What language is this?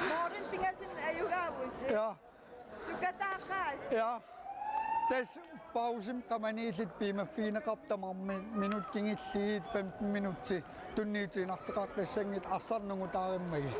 Kalaallisut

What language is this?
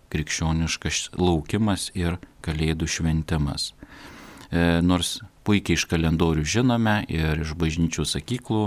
Lithuanian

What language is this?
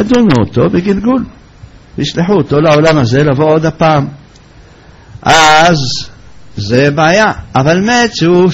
Hebrew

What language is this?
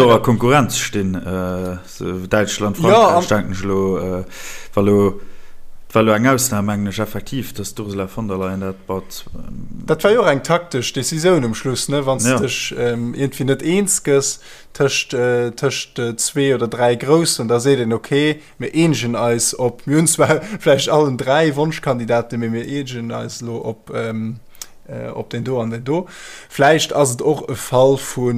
Luxembourgish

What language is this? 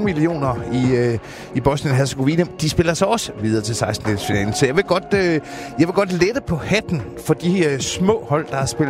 Danish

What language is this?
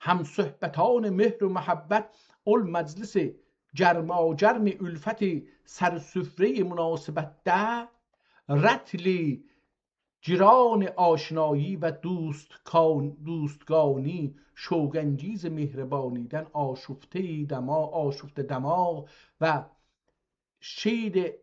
South Azerbaijani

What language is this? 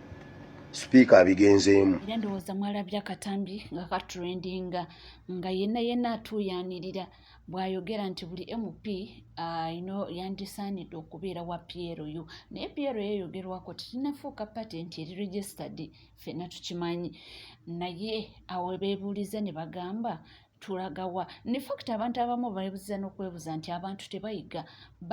Ganda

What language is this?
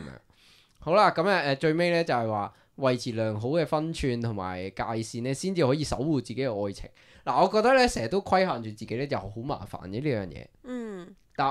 Cantonese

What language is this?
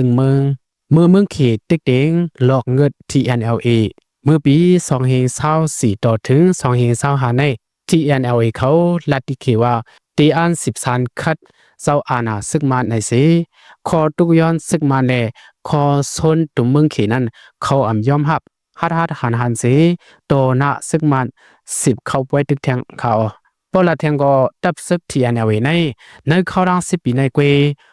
Shan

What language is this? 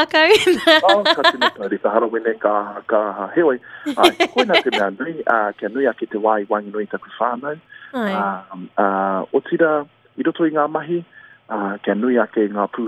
Māori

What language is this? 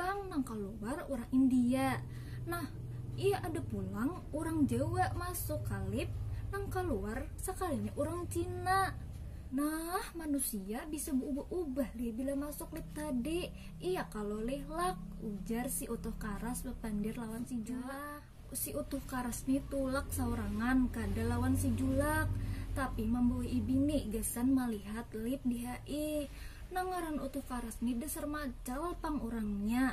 Banjar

